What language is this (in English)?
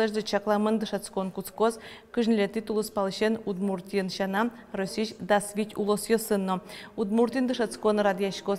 Udmurt